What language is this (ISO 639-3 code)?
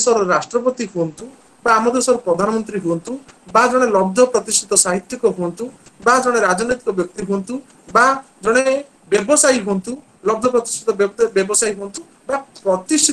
ori